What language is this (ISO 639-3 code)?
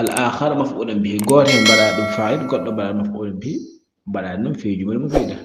ful